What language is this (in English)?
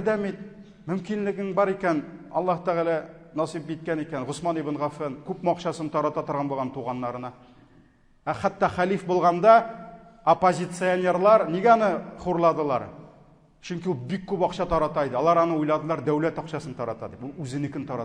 Tatar